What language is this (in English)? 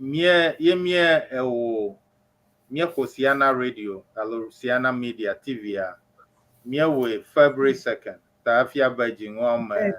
Ewe